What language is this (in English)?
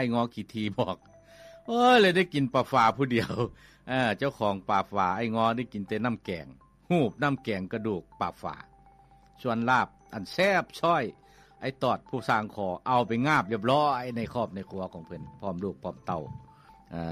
Lao